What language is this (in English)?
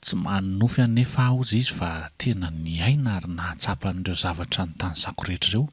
Malagasy